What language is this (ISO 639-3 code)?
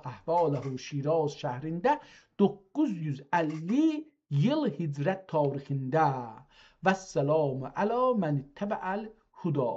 azb